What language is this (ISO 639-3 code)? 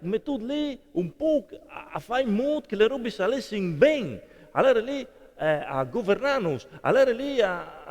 fur